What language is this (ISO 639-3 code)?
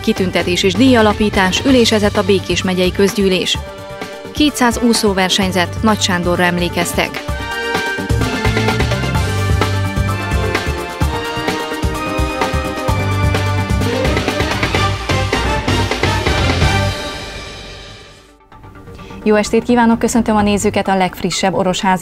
hun